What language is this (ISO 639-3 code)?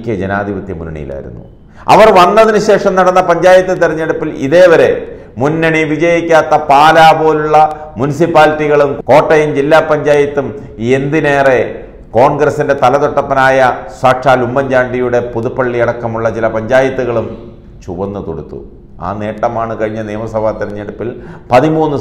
mal